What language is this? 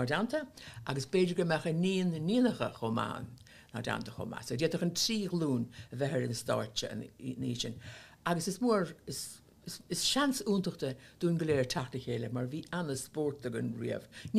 Irish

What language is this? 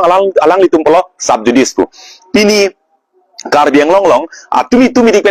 Karbi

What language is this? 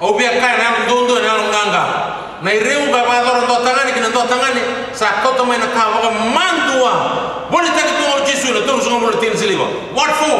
Fijian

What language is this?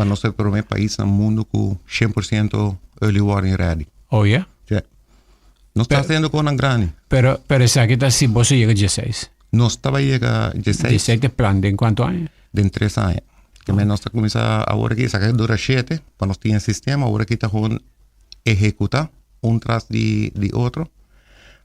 Papiamento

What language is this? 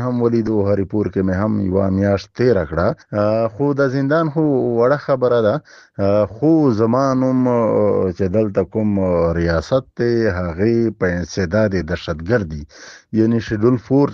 Pashto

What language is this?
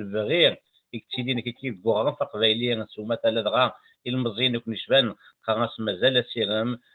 Kabyle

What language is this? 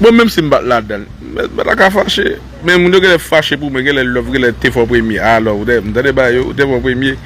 Haitian Creole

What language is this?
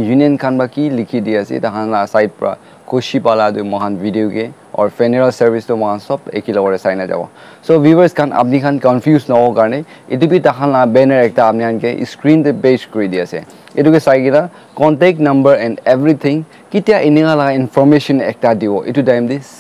Naga Pidgin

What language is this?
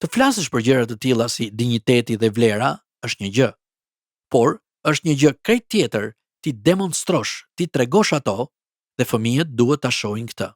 Albanian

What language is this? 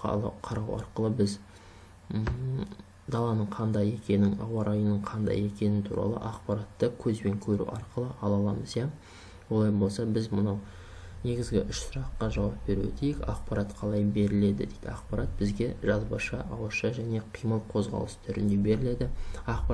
Kazakh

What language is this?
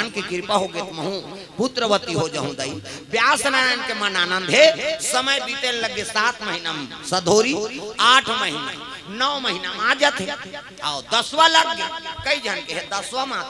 Chhattisgarhi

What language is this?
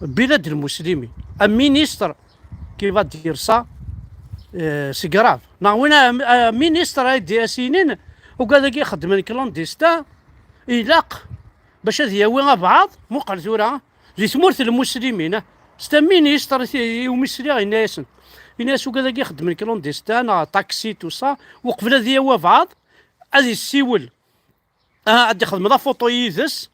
Kabyle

